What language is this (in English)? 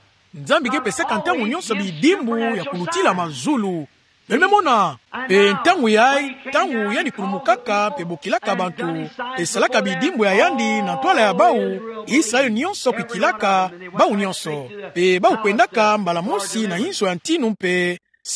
Kituba (Democratic Republic of Congo)